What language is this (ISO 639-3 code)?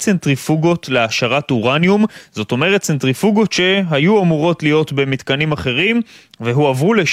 heb